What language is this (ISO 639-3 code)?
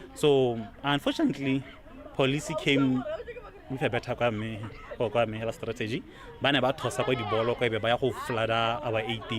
tsn